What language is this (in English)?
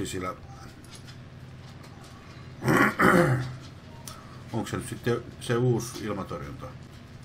Finnish